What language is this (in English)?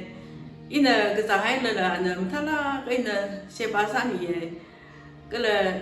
Tangkhul Naga (India)